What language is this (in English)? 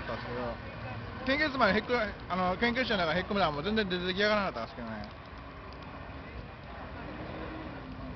Japanese